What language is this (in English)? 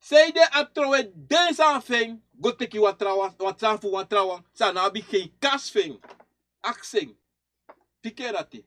Sranan Tongo